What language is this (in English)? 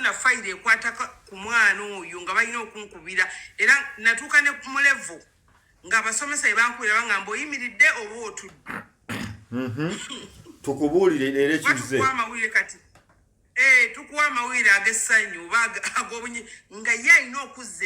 Ganda